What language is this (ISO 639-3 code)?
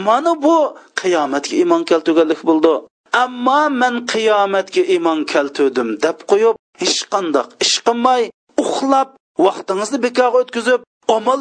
uig